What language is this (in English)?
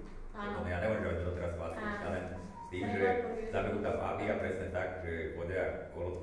Slovak